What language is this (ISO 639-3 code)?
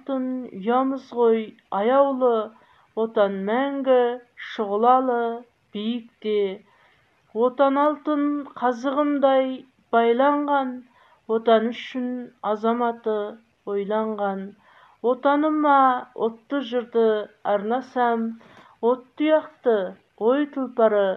kaz